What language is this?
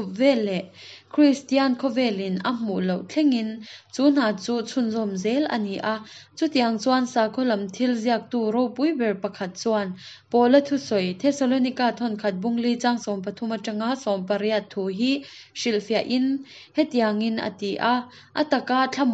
Hakha Chin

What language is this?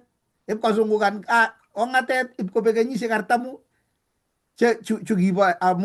Kalenjin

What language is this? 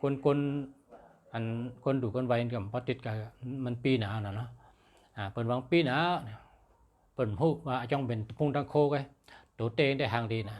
Shan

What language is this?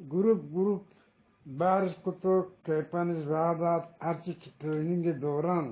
Eastern Balochi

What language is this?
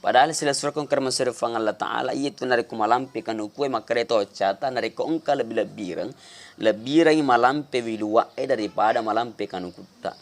Buginese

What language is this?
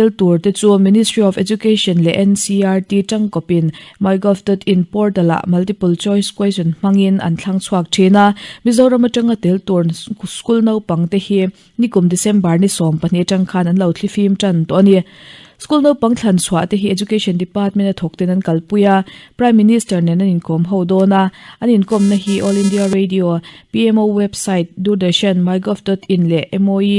Mizo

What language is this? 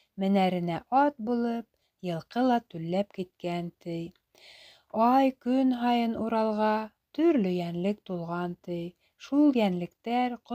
Bashkir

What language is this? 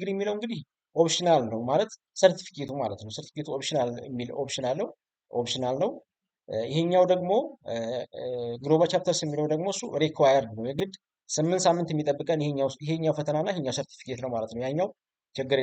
Amharic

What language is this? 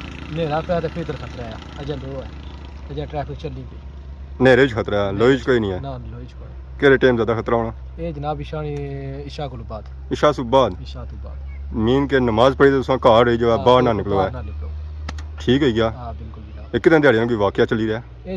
Pahari-Potwari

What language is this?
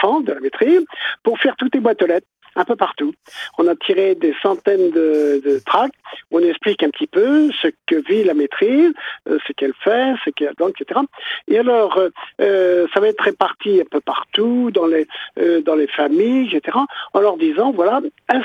French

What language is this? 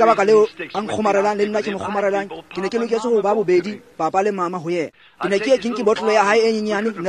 Tswana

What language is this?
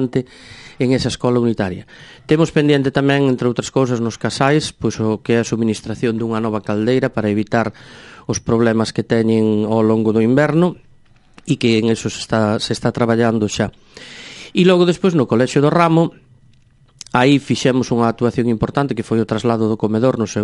Galician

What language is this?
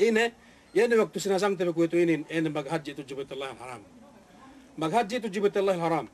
Yakan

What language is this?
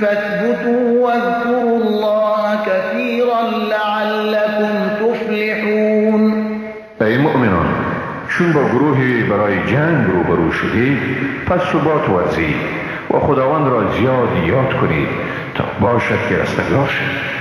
Persian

